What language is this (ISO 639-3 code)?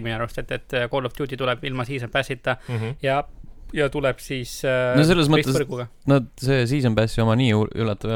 est